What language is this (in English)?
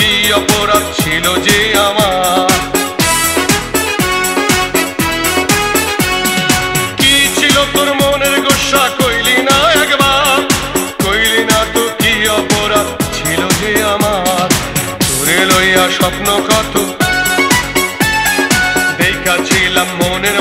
Bangla